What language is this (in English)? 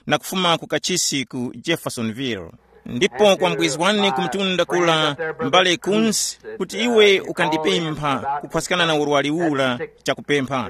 Tumbuka